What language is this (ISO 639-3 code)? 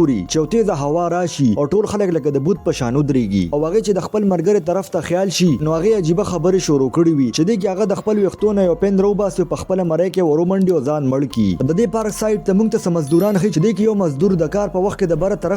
pus